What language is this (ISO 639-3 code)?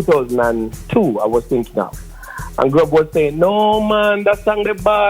jam